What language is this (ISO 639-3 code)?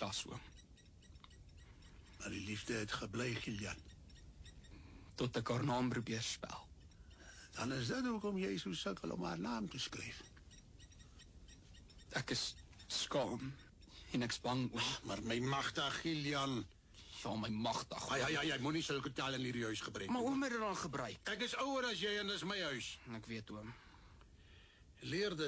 afr